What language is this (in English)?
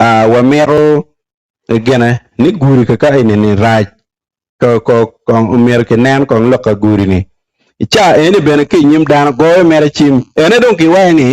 Acoli